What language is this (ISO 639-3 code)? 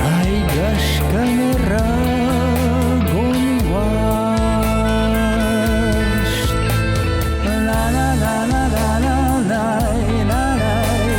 oss